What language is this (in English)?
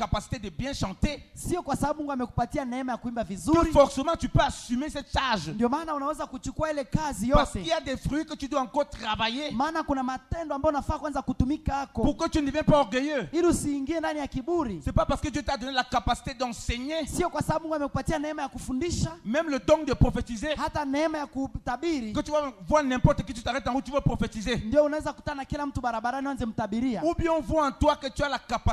Swahili